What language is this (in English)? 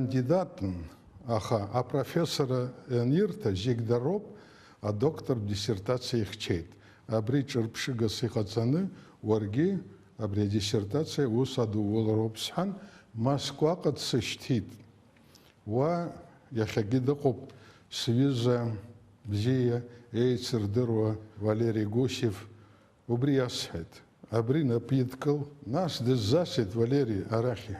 Abkhazian